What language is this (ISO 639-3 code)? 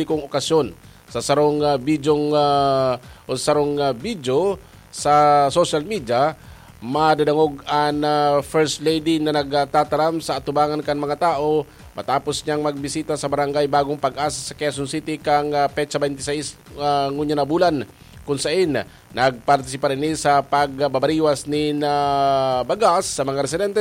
bik